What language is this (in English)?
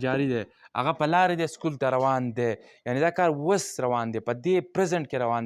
Pashto